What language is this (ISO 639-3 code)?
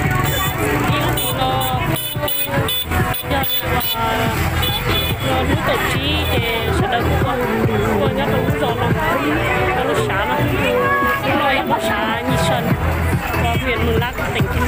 vie